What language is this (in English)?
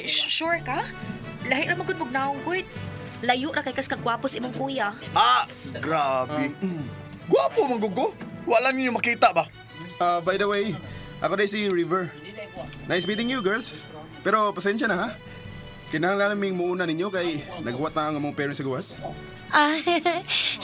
Cebuano